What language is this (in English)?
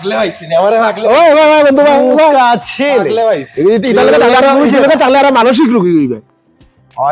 Sylheti